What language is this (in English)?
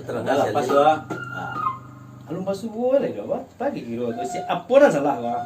Minangkabau